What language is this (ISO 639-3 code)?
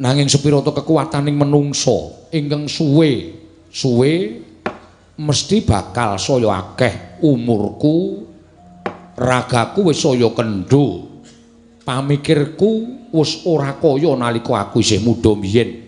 jav